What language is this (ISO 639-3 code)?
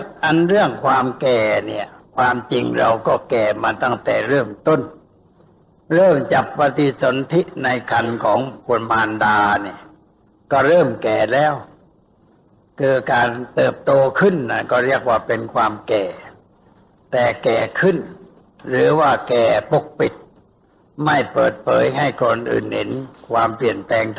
tha